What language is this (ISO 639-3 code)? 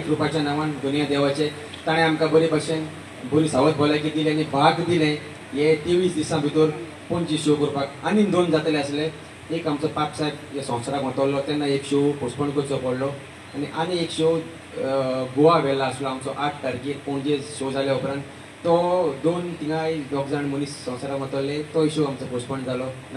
kok